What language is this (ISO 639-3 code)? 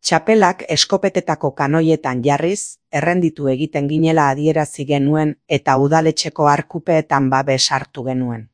eus